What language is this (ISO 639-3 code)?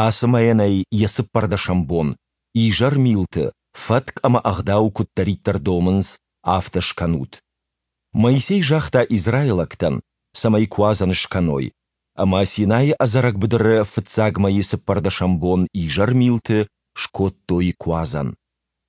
oss